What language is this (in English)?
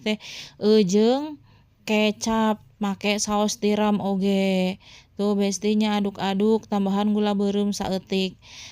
Sundanese